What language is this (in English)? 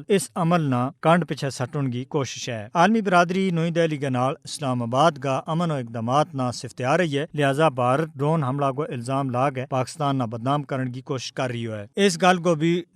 Gujari